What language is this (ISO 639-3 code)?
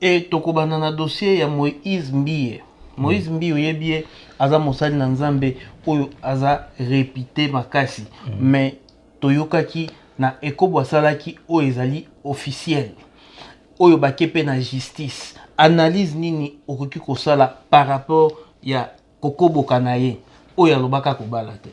lin